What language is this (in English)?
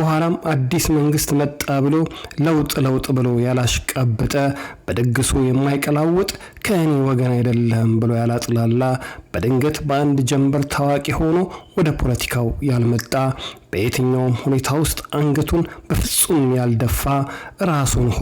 Amharic